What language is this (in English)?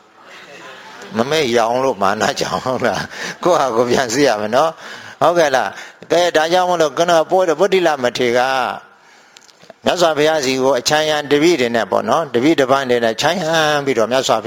Burmese